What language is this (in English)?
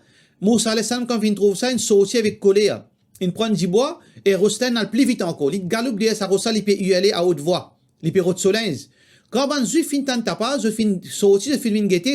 Morisyen